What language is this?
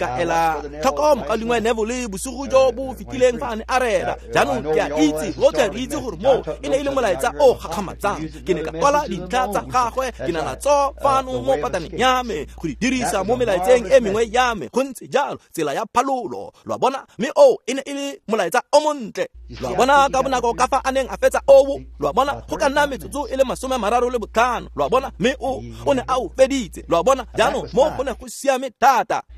Tswana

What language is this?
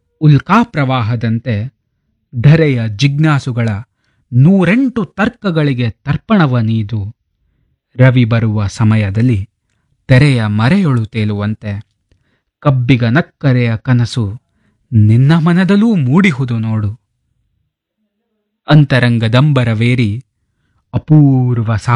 Kannada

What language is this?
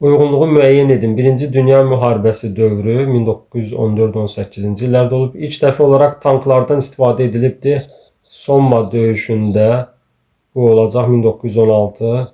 Azerbaijani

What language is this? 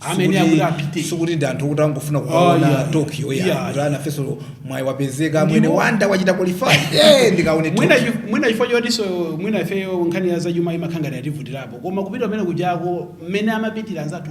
Nyanja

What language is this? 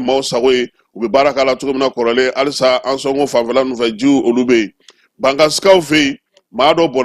Bambara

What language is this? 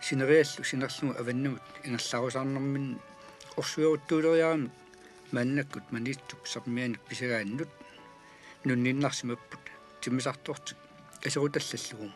Kalaallisut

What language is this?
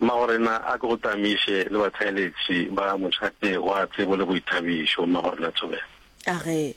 Northern Sotho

